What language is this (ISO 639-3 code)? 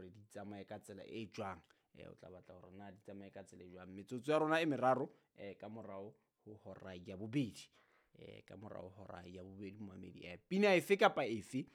sot